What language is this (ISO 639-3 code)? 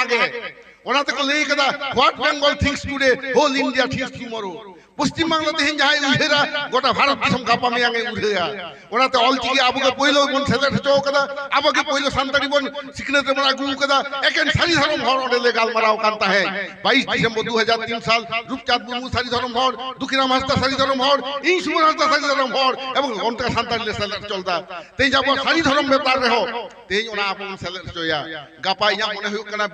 sat